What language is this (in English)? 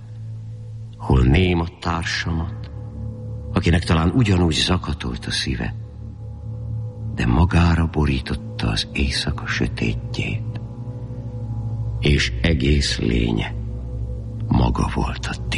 Hungarian